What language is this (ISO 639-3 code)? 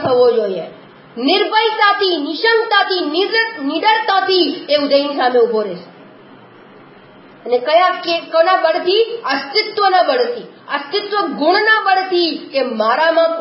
guj